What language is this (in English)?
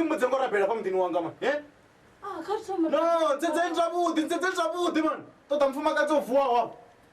Venda